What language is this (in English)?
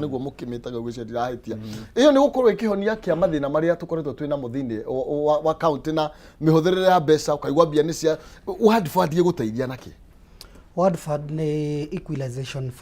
Kikuyu